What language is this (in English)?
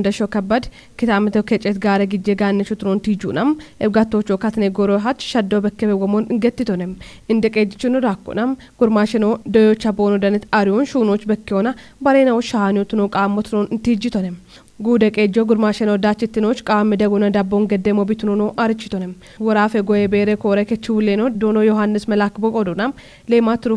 Kafa